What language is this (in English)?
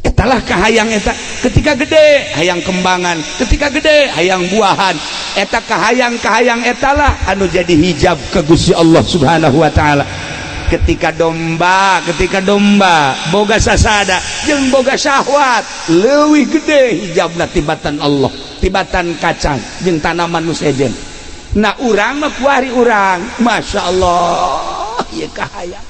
Sundanese